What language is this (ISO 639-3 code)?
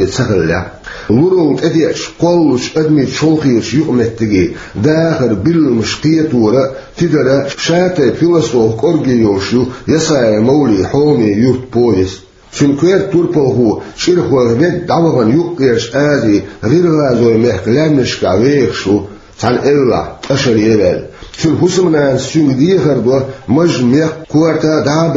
che